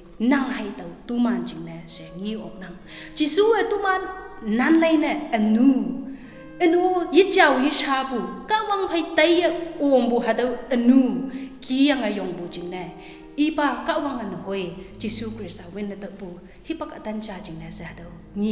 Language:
Konyak Naga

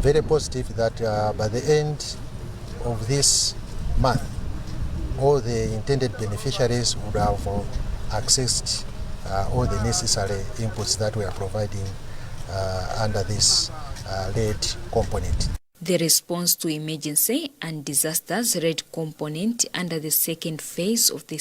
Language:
English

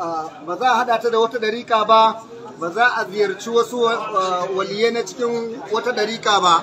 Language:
Hausa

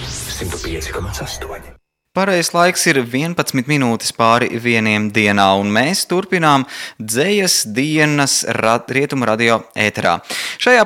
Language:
Latvian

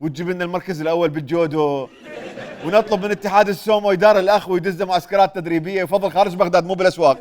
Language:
Mesopotamian Arabic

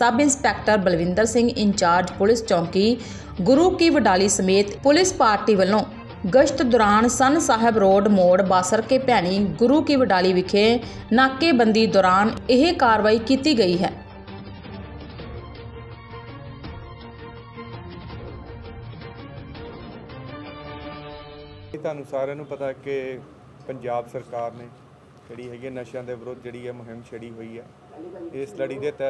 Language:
Punjabi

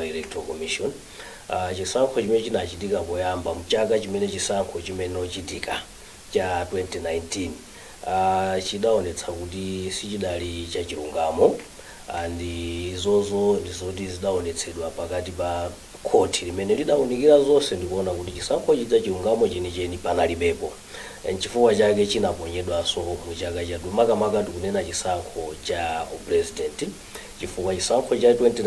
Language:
Nyanja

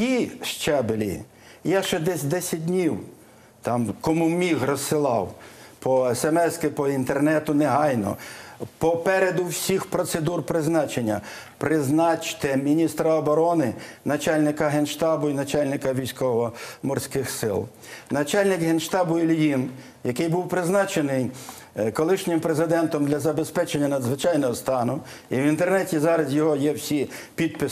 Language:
Ukrainian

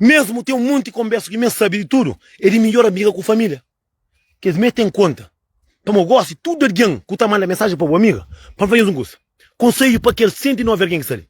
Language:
Kabuverdianu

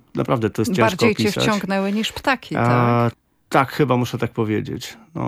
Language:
Polish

